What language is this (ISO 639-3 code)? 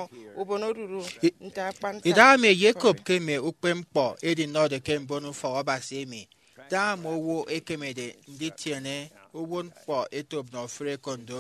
efi